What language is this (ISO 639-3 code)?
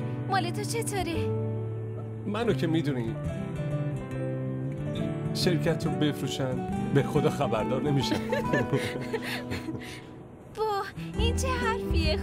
fas